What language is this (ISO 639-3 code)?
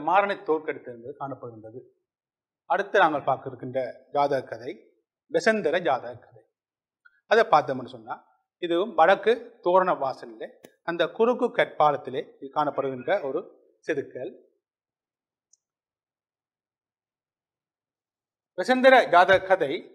tam